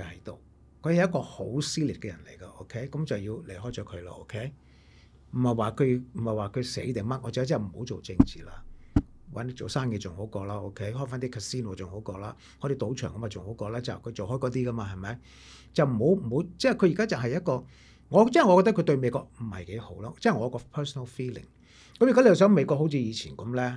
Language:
Cantonese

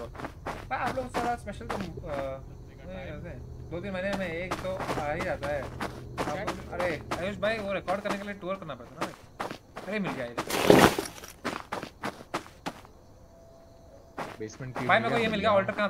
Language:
Hindi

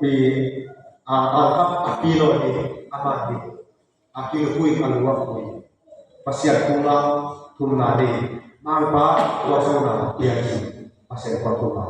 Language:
Tedim Chin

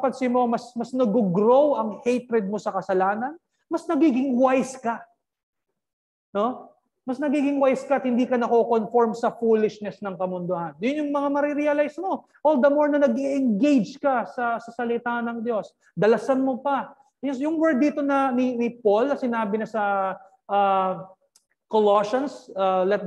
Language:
Filipino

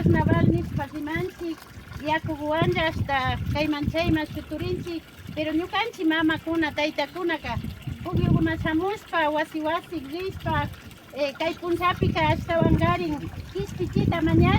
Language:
Imbabura Highland Quichua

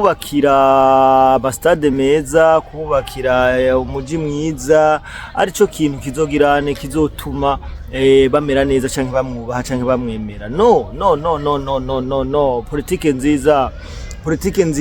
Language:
Rundi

